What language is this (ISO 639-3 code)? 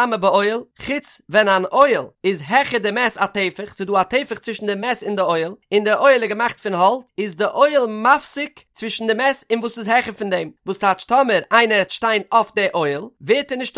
yid